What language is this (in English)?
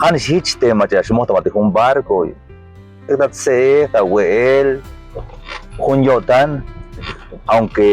Tzeltal